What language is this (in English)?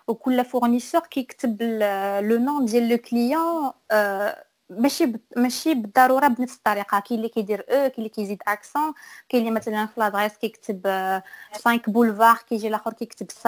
Moroccan Arabic